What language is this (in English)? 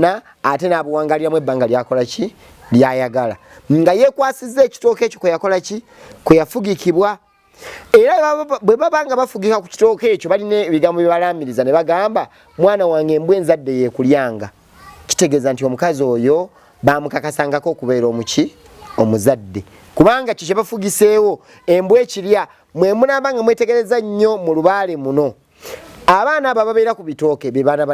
Ganda